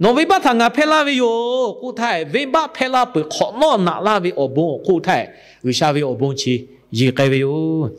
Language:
Lahu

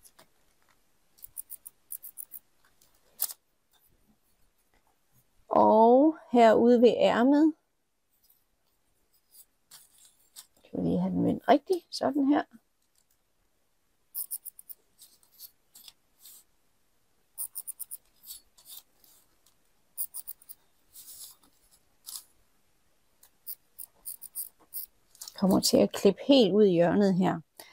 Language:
Danish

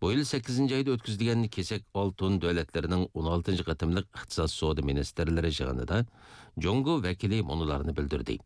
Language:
Uyghur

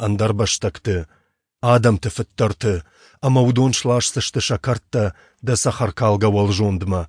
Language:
Ossetic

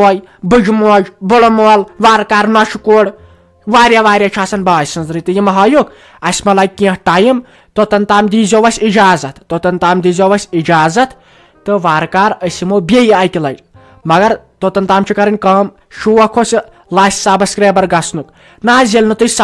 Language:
Kashmiri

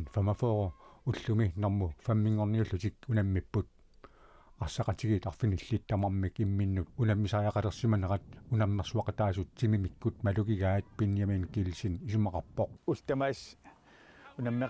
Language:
Kalaallisut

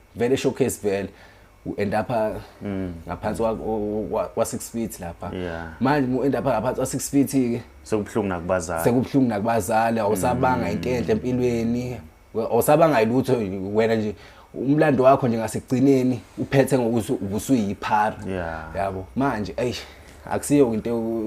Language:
Zulu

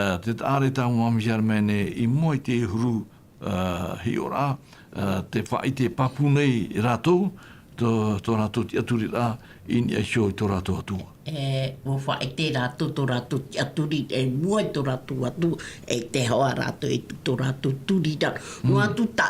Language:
Tahitian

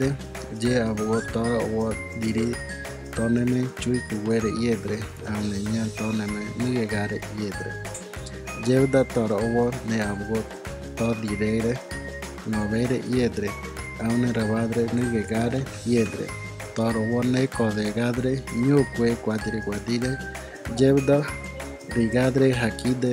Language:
Ngäbere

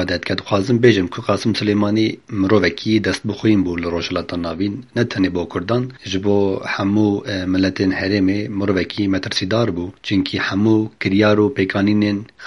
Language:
Kurdish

